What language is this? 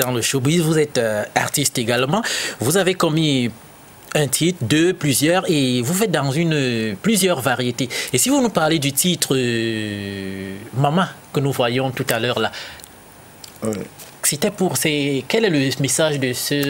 French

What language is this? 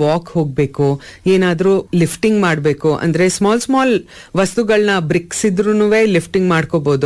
Kannada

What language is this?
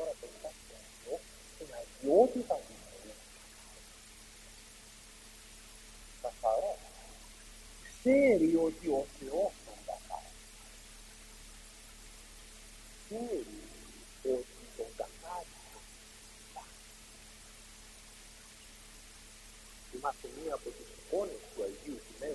Greek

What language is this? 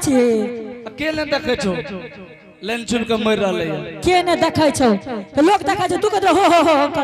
Angika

